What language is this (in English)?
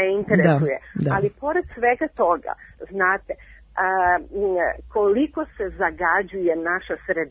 Serbian